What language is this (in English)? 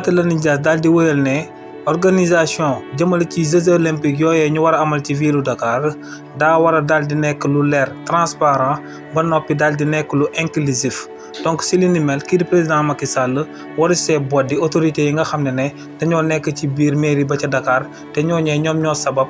Wolof